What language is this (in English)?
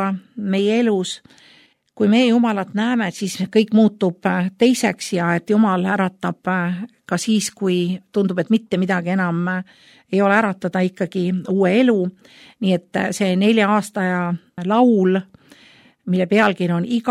Estonian